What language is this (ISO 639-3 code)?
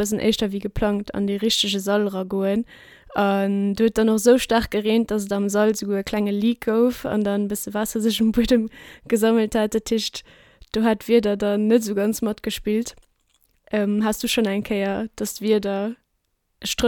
ltz